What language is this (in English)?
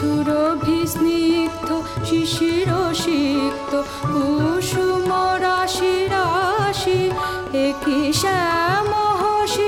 Bangla